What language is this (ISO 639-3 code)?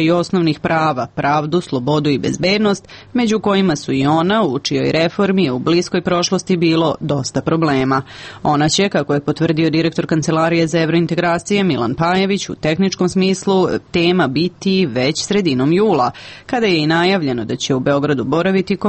srp